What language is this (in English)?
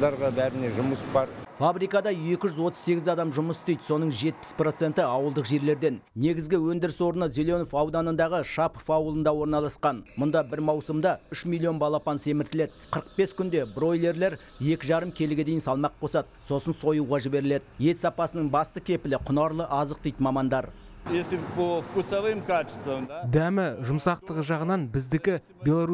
Kazakh